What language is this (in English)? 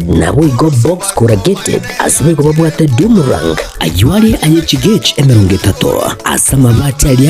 Gusii